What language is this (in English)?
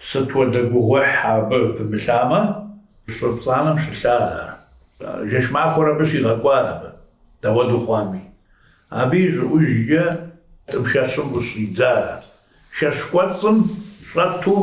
Kabardian